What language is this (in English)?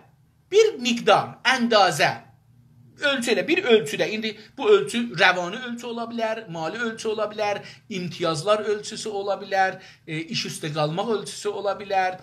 South Azerbaijani